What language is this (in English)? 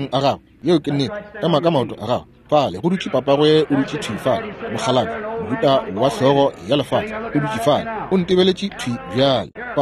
Northern Sotho